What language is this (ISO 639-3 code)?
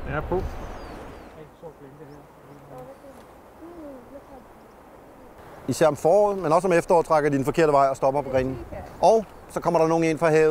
dan